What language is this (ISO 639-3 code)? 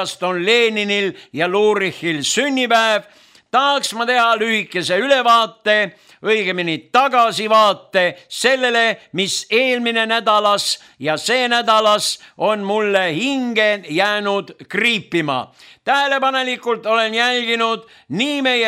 est